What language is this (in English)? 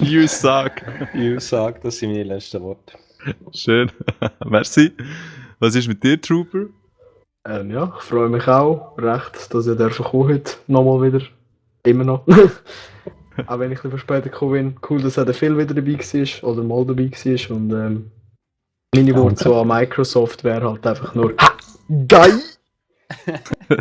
Swiss German